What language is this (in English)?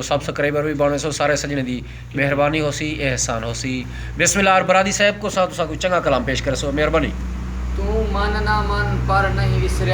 Saraiki